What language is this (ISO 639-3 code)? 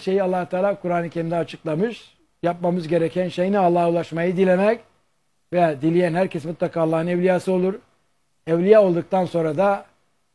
tur